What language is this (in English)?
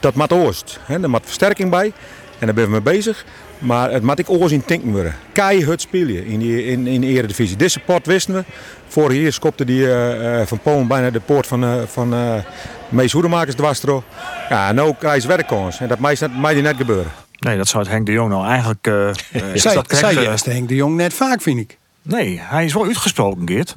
Western Frisian